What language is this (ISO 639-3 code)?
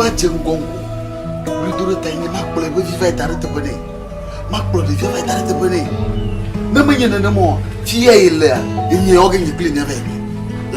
ewe